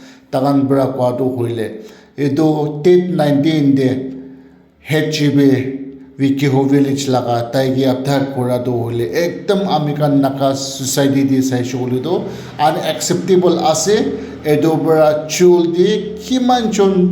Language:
Naga Pidgin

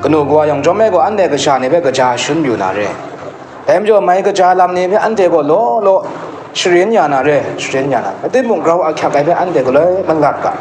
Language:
Kachin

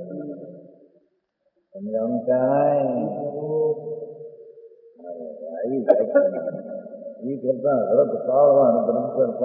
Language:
Gujarati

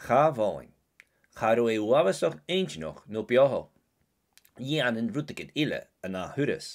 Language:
Scottish Gaelic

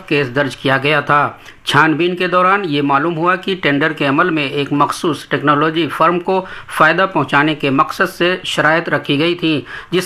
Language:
Urdu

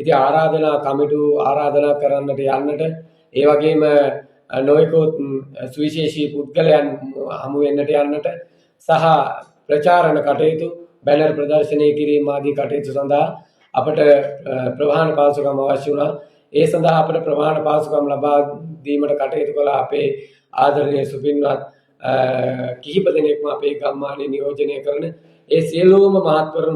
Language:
Sinhala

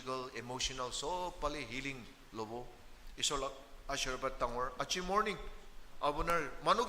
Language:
Naga Pidgin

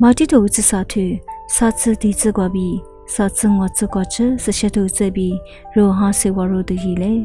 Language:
Lisu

